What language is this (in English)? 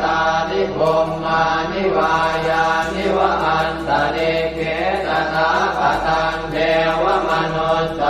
Pali